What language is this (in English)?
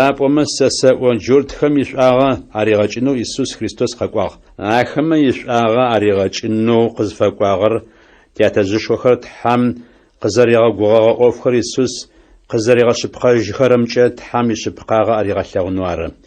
Adyghe